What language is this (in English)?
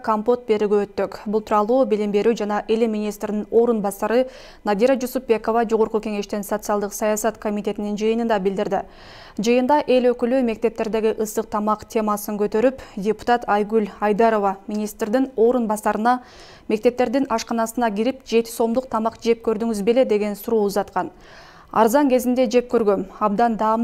Kyrgyz